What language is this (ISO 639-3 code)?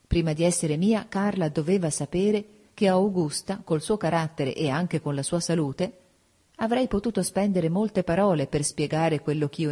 ita